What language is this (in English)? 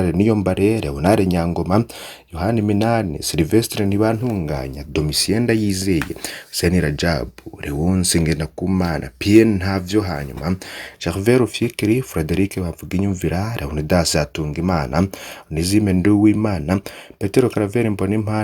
Rundi